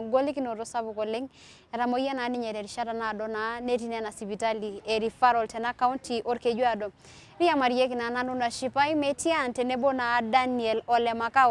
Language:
Masai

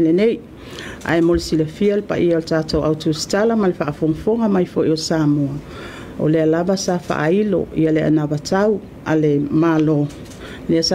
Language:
Samoan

